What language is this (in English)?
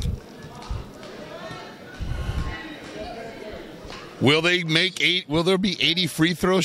English